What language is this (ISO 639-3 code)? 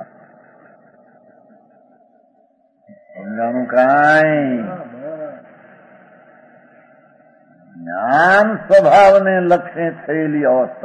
guj